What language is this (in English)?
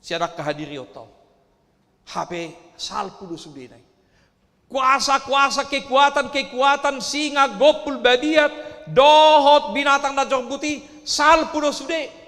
Batak Toba